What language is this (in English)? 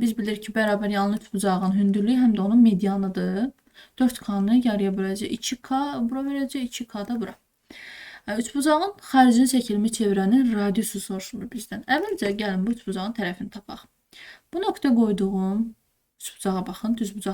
Azerbaijani